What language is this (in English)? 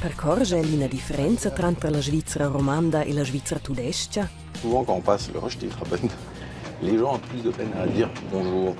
Romansh